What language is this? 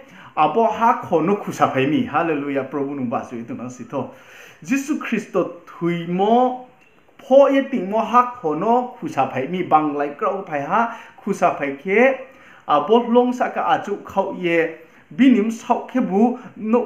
Riang (India)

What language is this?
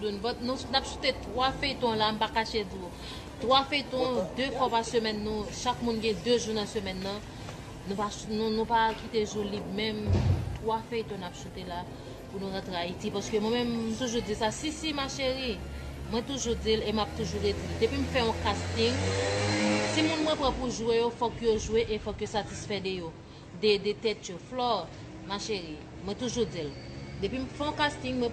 Haitian Creole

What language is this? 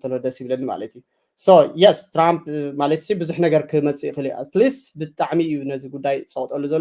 Tigrinya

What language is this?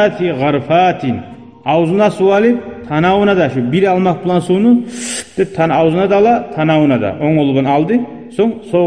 Kumyk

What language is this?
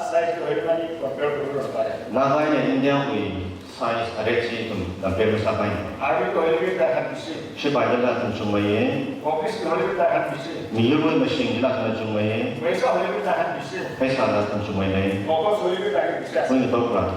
Tangkhul Naga (India)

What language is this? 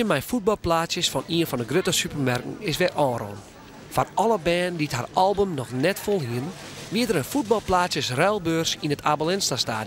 Western Frisian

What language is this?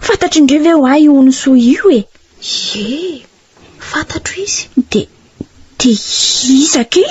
Malagasy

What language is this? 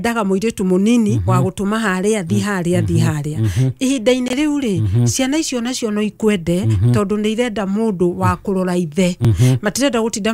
Kikuyu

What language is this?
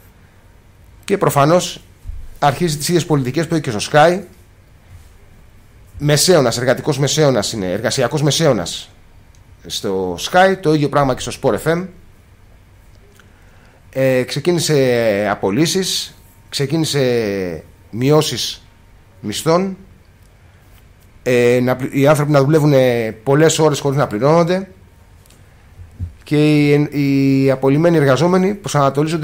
Greek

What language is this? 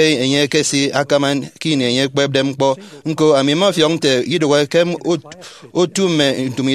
Efik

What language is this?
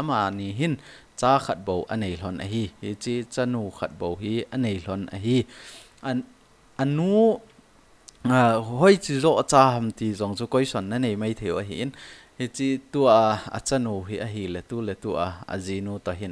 Thado Chin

